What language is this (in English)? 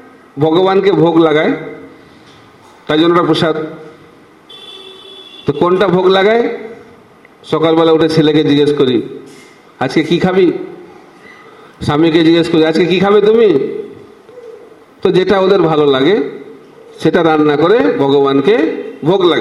Bangla